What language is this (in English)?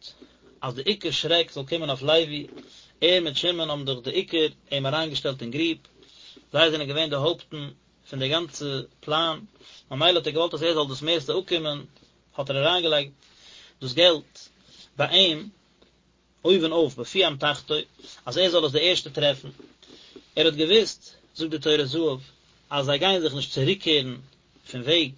Yiddish